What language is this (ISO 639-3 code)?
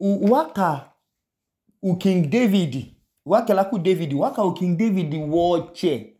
idu